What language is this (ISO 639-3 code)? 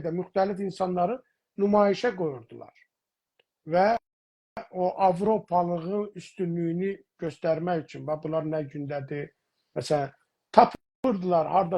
azb